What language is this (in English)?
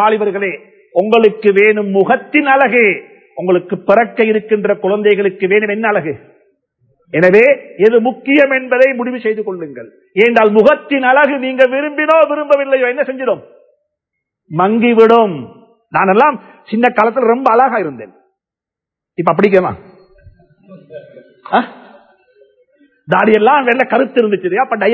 Tamil